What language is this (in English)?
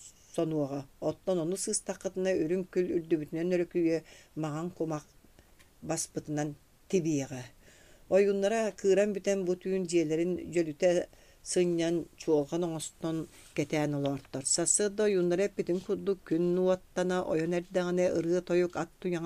Yakut